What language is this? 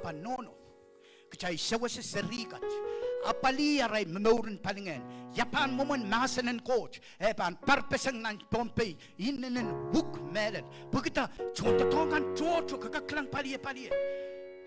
Pohnpeian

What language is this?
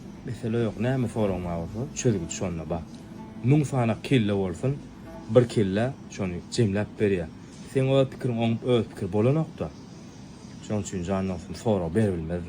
Turkmen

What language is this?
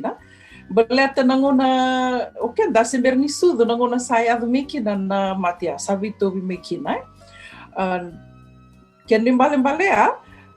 Fijian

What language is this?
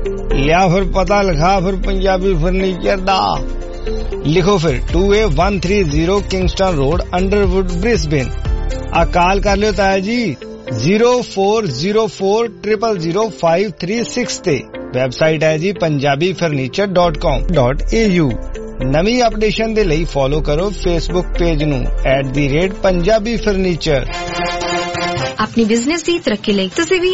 Punjabi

